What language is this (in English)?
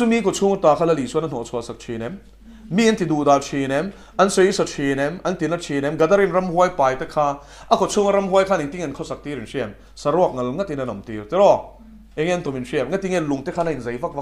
Mizo